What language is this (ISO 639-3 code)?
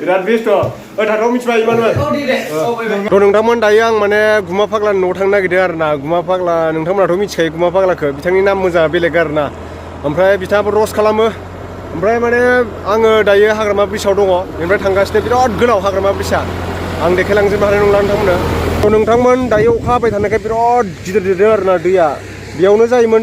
brx